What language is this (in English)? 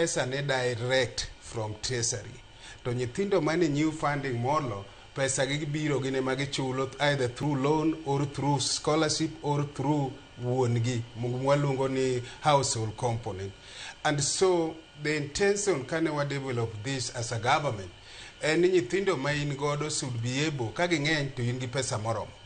Luo (Kenya and Tanzania)